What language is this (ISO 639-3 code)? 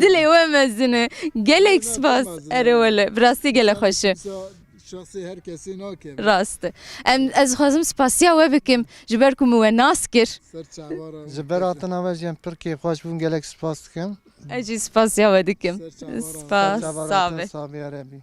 kur